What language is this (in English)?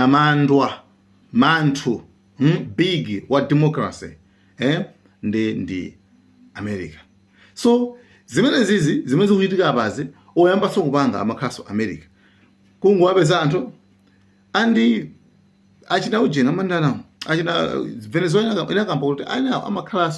Nyanja